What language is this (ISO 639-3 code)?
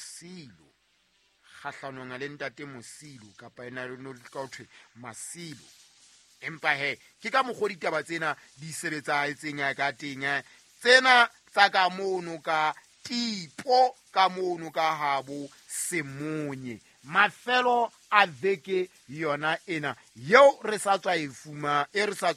sot